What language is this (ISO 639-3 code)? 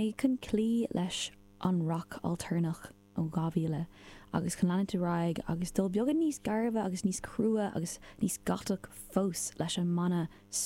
gle